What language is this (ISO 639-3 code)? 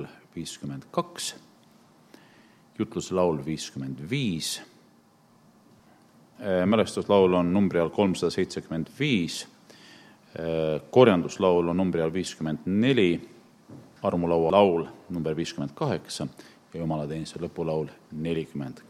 est